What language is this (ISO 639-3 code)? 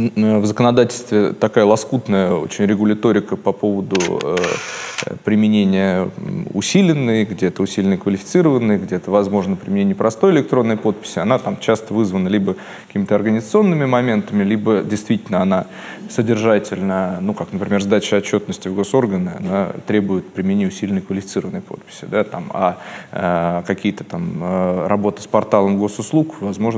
rus